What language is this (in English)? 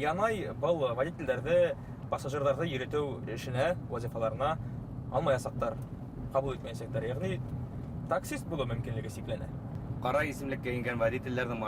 Bashkir